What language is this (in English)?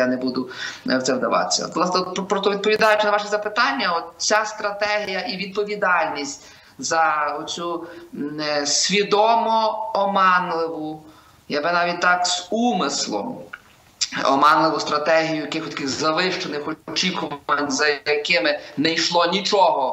Ukrainian